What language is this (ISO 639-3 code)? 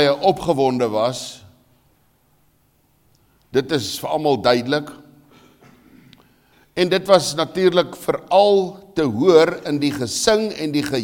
afr